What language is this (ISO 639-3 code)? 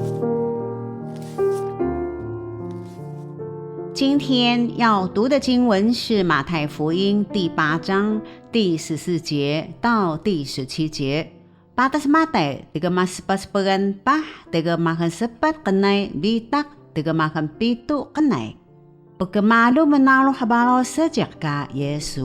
trv